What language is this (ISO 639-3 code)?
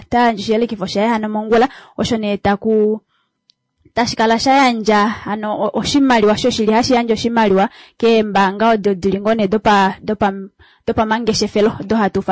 kua